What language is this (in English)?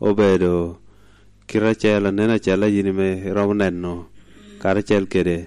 Lango (Uganda)